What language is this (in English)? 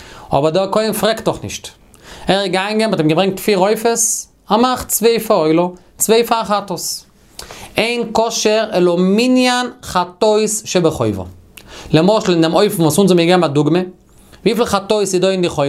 Yiddish